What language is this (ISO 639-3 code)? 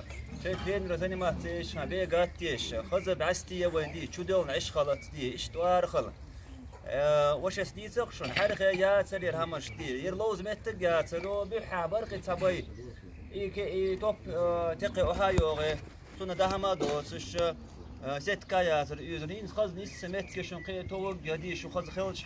che